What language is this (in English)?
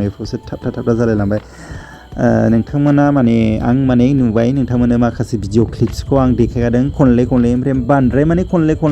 Bodo